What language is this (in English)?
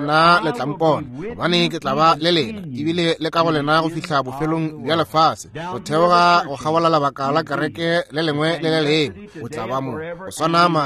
Northern Sotho